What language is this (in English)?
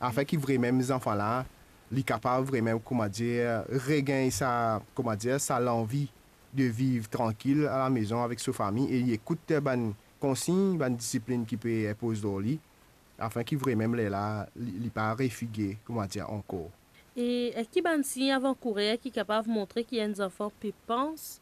Morisyen